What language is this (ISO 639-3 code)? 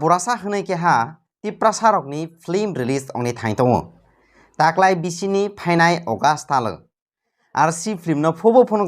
trp